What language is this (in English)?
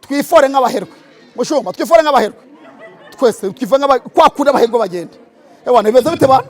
Kinyarwanda